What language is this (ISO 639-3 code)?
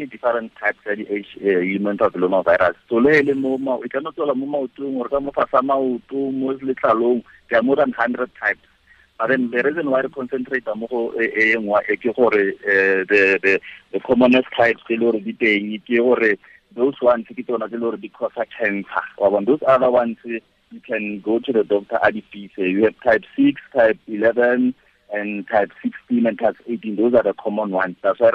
tsn